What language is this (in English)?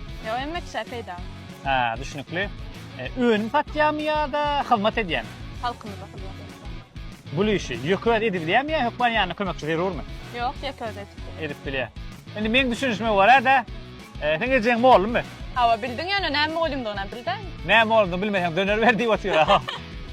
Turkmen